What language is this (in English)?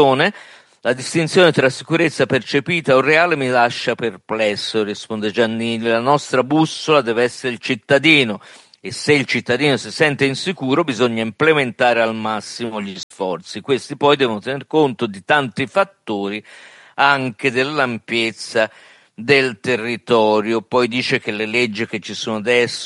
Italian